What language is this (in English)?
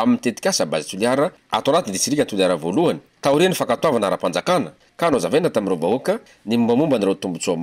Malagasy